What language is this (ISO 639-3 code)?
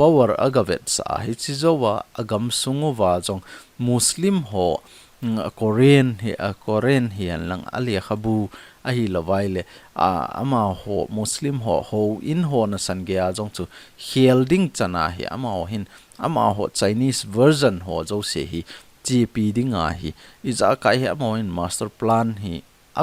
tcz